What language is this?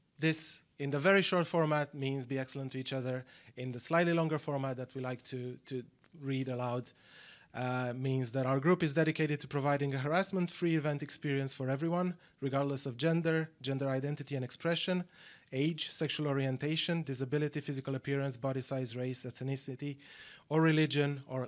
English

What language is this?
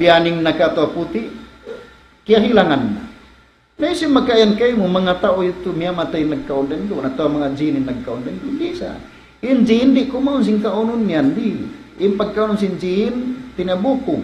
Tausug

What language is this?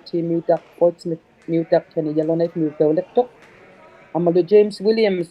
Inuktitut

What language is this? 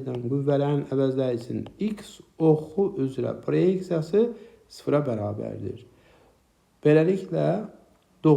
Azerbaijani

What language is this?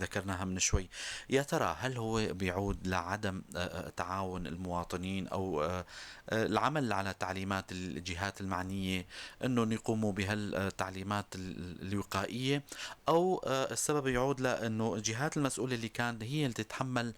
North Levantine Arabic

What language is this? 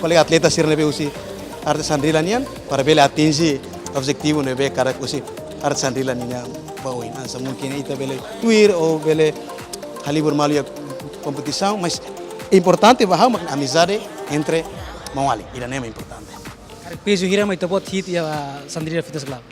Tetum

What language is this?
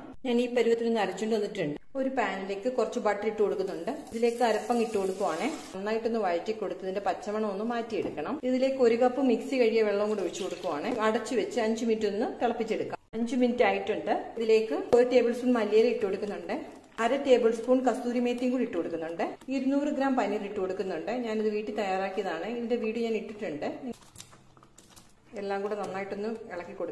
Malayalam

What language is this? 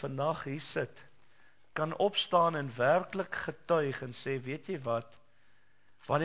Afrikaans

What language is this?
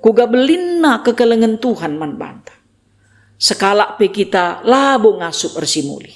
Batak Karo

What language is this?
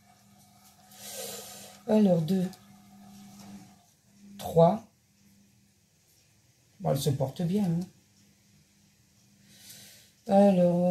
French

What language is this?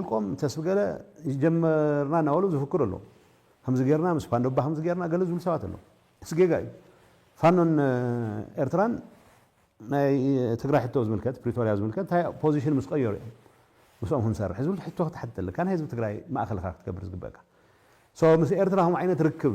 Tigrinya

